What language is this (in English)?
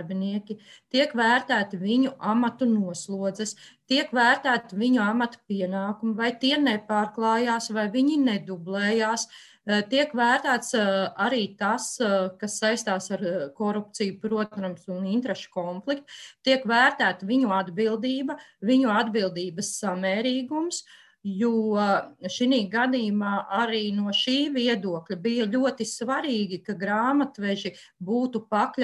Latvian